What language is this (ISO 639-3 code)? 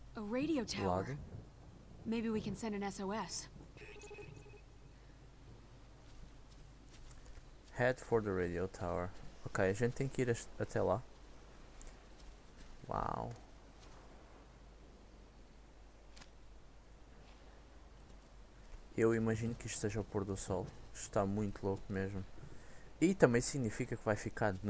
por